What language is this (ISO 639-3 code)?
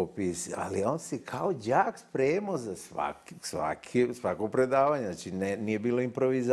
srp